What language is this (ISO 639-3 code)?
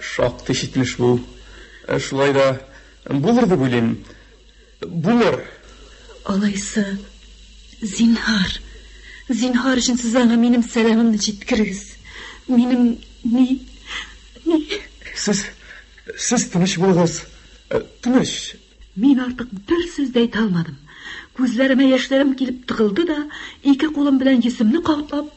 tat